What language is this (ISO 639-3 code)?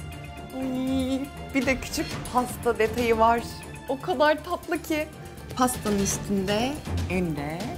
tur